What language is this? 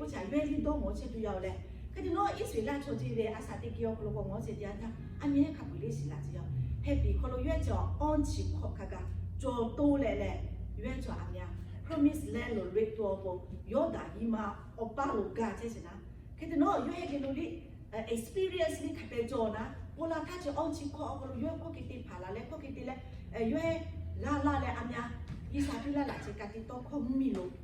Lahu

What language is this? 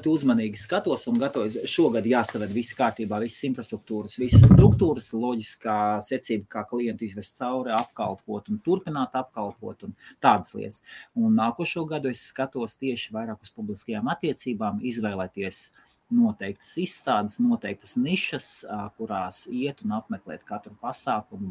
Latvian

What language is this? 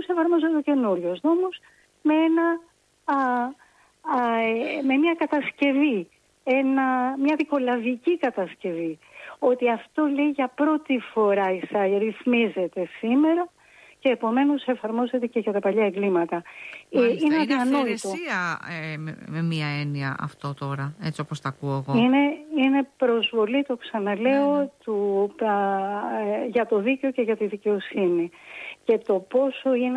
Greek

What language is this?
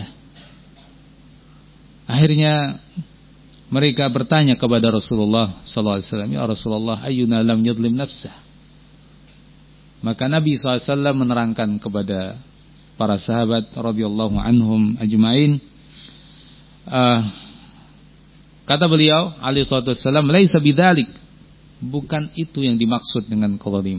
Indonesian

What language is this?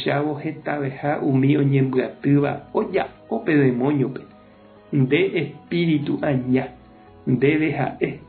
Guarani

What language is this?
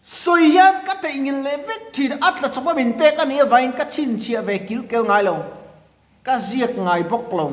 Mizo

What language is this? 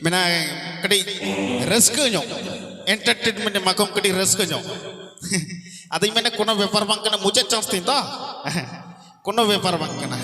Santali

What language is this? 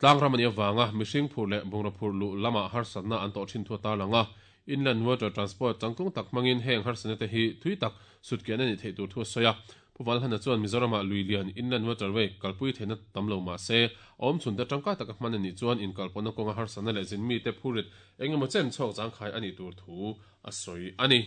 Mizo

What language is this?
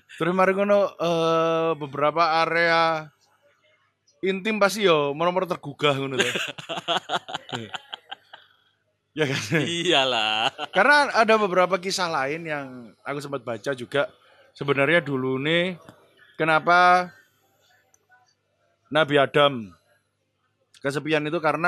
Indonesian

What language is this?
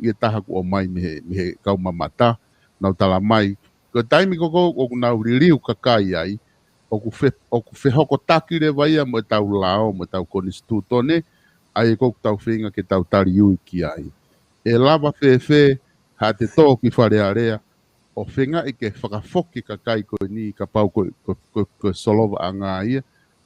Tongan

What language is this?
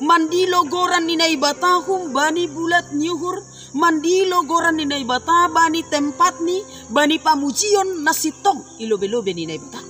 Batak Simalungun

